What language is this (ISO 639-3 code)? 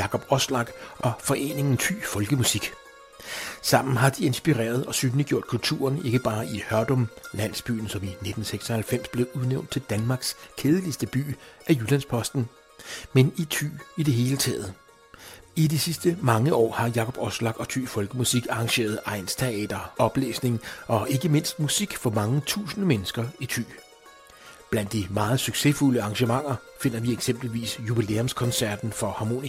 dan